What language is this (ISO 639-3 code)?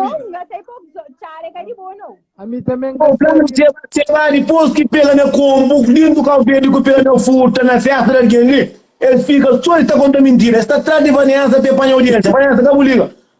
kea